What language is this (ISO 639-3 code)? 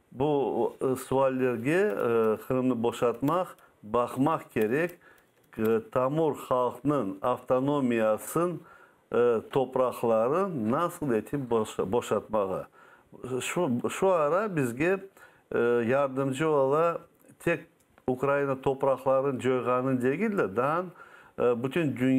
crh